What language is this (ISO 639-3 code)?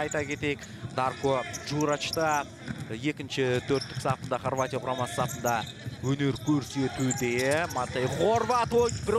kaz